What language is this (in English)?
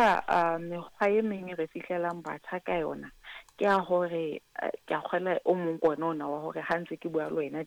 Southern Sotho